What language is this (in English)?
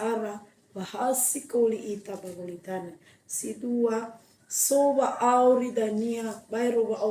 Nias